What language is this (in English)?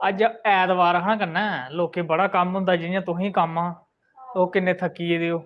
Dogri